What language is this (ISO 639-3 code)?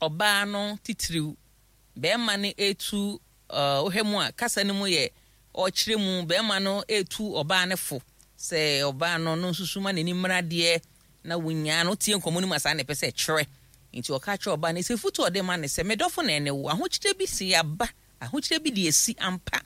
aka